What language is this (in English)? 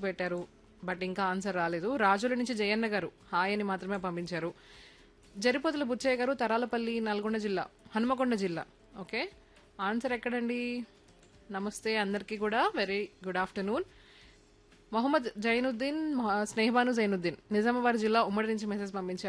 Telugu